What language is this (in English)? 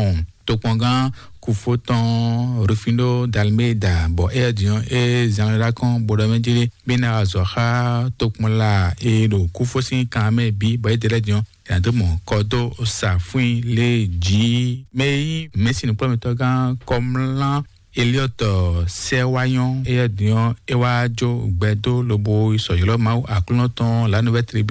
Fon